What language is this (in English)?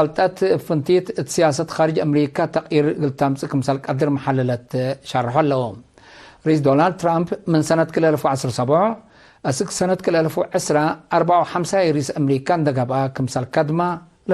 Tigre